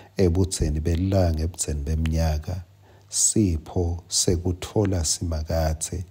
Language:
Swati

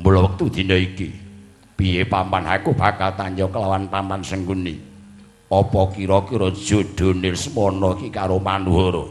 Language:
Javanese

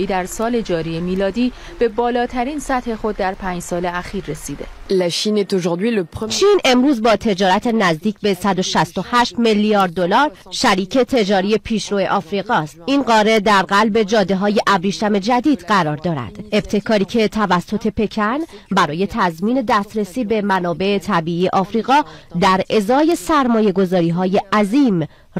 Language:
Persian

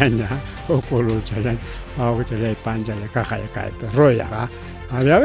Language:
Ayacucho Quechua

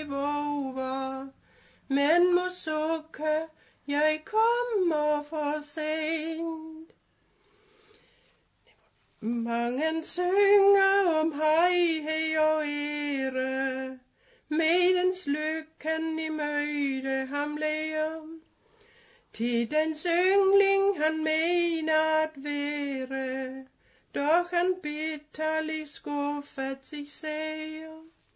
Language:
Danish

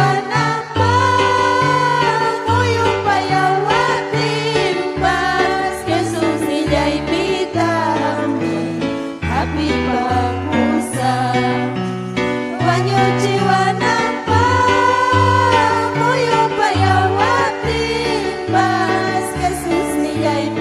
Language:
Ayacucho Quechua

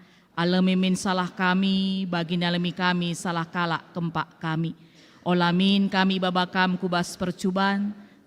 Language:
Batak Karo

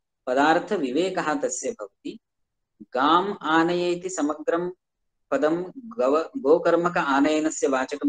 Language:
Sanskrit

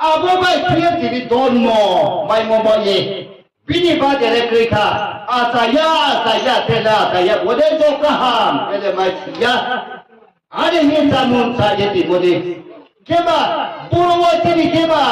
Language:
Riang (India)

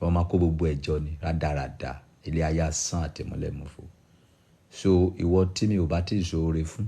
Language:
Yoruba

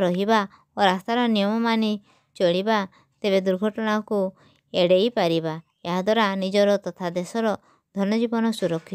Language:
Odia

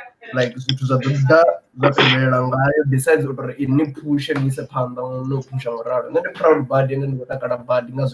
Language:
Venda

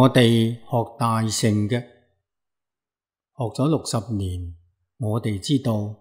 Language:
Cantonese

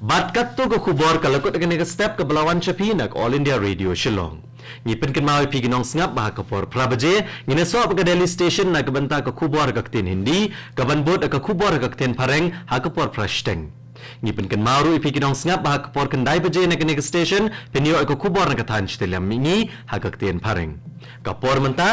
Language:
Khasi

